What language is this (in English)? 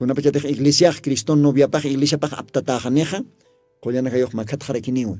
Aymara